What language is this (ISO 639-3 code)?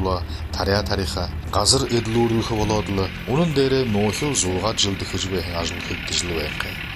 bua